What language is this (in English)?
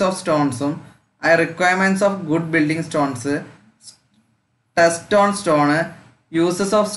Malayalam